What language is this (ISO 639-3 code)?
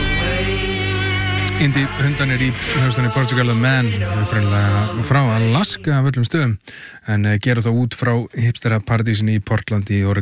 isl